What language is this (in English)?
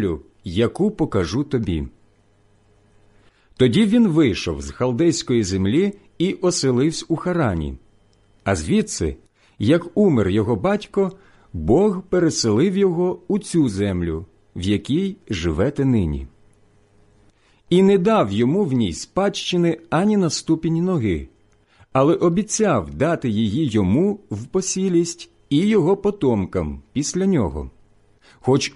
Ukrainian